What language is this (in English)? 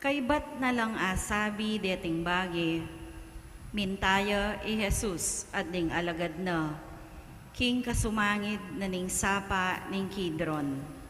Pampanga